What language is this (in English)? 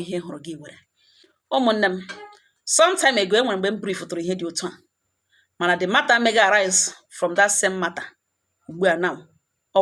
Igbo